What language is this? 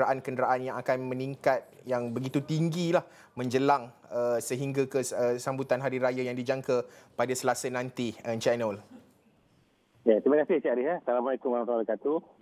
Malay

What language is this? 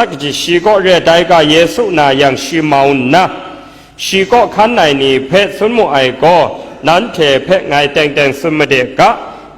Kachin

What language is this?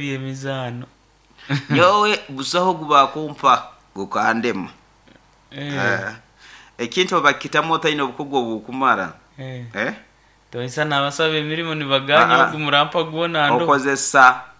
Nyoro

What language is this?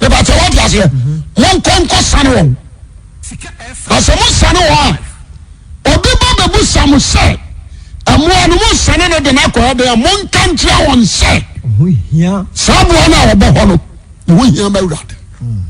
Akan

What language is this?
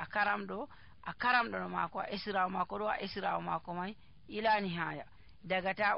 Nigerian Fulfulde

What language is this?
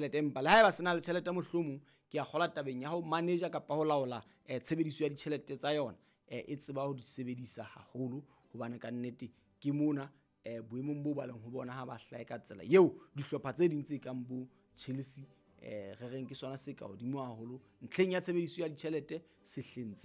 Southern Sotho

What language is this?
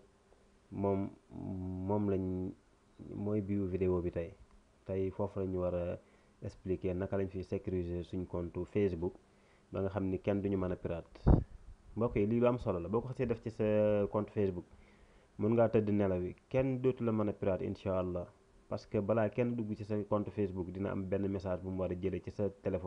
Wolof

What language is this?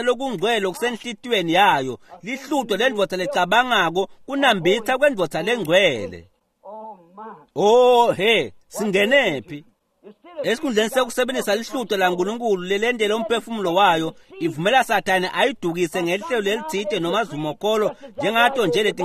Swati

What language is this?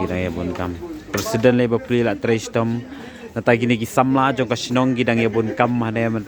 Khasi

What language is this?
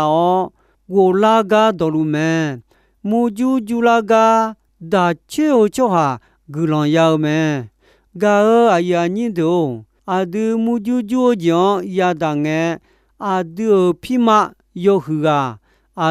Akha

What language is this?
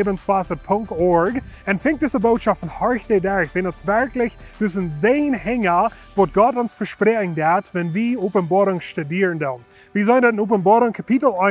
Plautdietsch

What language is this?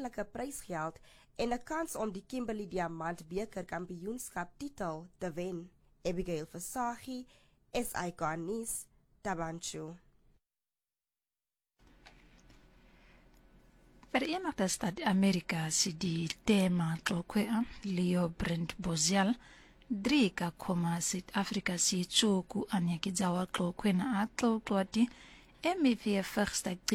Afrikaans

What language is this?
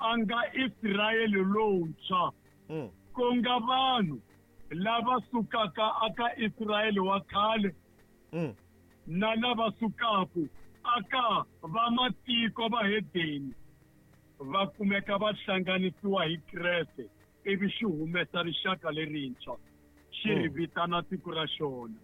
Tsonga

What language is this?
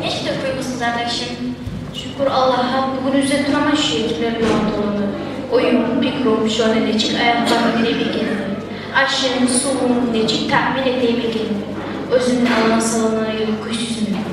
Kumyk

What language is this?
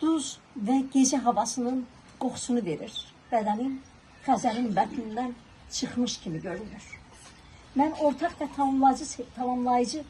Azerbaijani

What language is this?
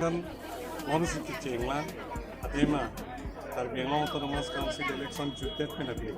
Karbi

